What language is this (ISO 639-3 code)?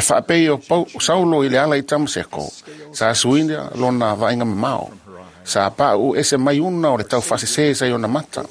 smo